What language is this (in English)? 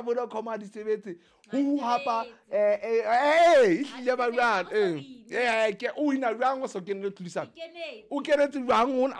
Southern Sotho